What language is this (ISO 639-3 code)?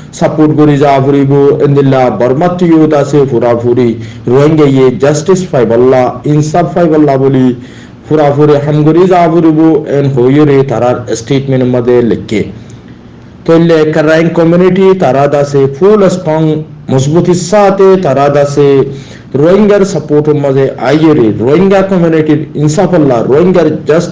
rhg